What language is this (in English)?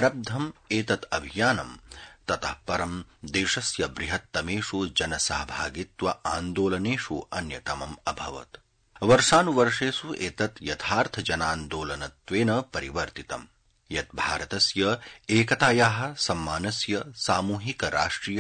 Sanskrit